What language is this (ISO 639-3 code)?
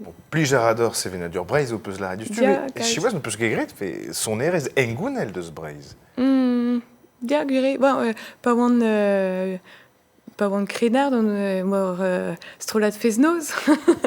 bre